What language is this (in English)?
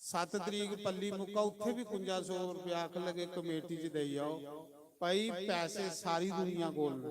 Dogri